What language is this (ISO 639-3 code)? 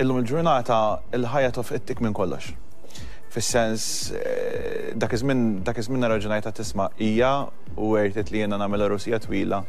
mlt